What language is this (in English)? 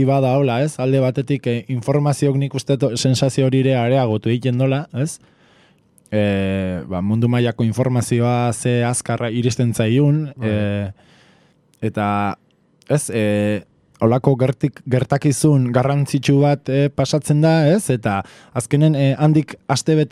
Basque